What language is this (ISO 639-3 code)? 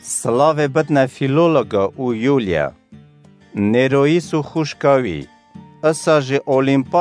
kur